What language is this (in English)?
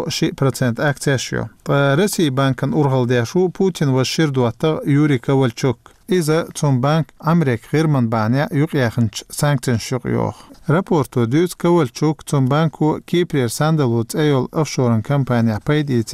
Chechen